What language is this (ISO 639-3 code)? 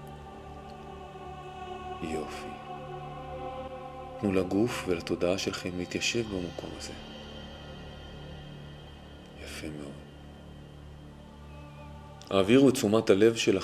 heb